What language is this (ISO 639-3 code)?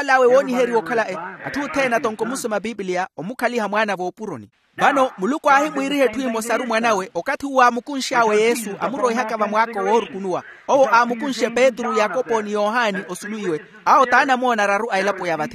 vmw